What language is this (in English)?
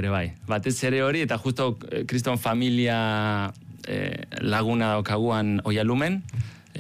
Basque